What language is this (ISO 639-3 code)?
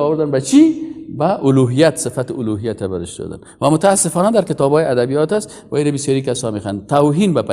fas